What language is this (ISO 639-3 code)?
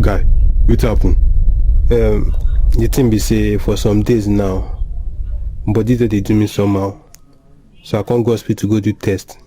pcm